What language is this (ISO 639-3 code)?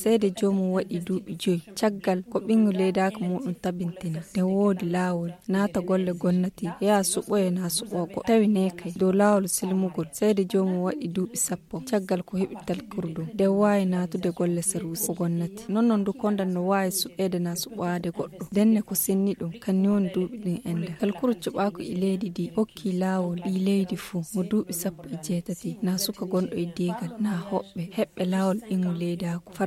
ful